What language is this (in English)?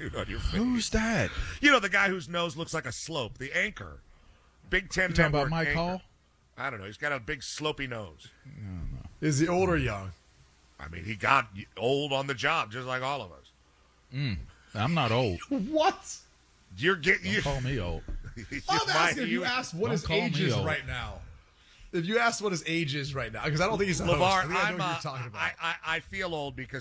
English